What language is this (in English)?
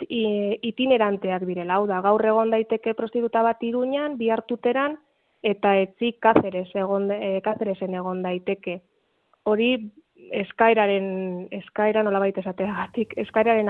Basque